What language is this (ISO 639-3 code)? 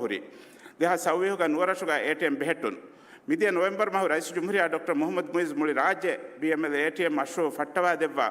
div